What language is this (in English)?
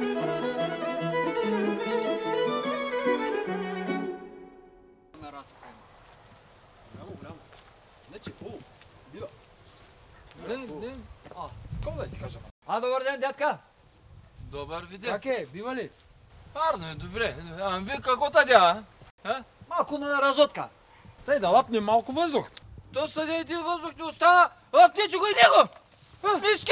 Bulgarian